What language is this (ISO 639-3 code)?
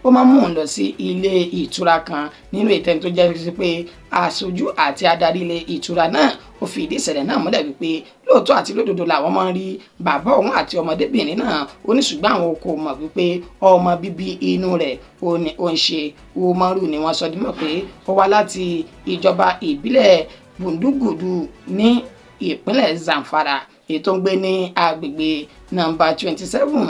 yor